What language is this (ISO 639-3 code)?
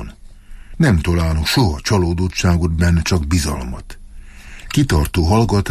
hun